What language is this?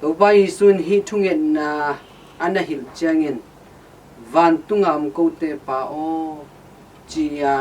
Tedim Chin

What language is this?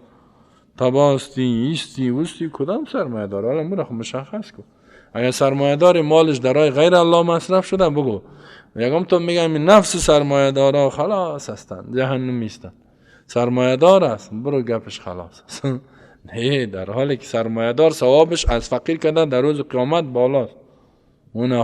Persian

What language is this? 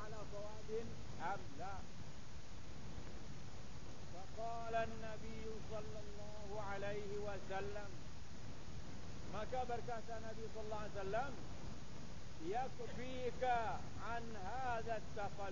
Malay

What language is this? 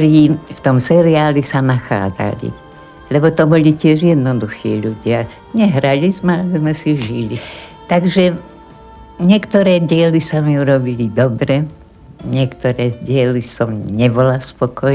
Slovak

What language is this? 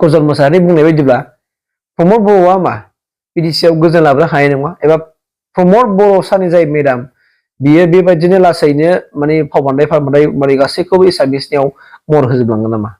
Bodo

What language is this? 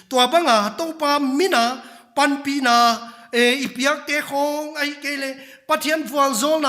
Paite Chin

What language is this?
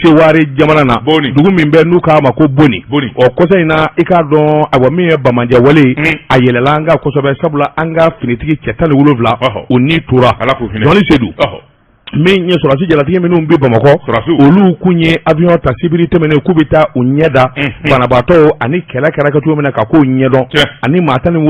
Bambara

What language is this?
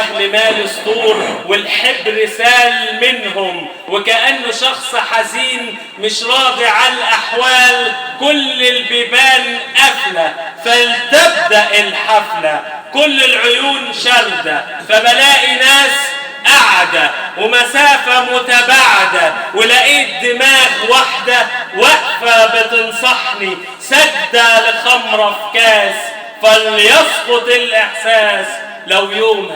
Egyptian Arabic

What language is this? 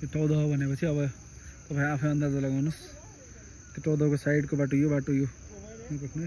Nepali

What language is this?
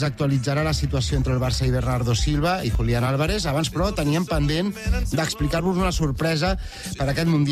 Catalan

